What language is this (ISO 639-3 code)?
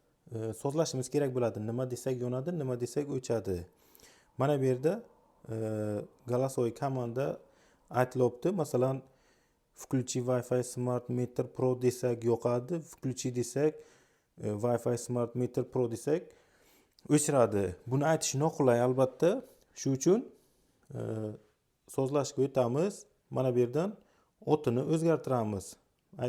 uzb